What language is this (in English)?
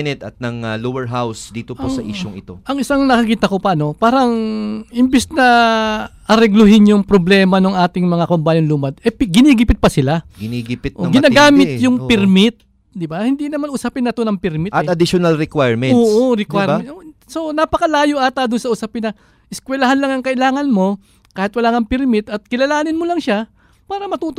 Filipino